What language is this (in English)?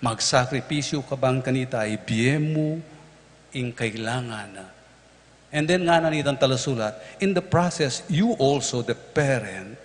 Pampanga